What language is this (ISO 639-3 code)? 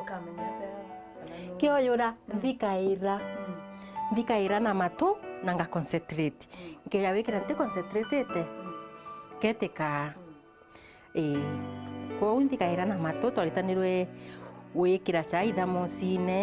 mer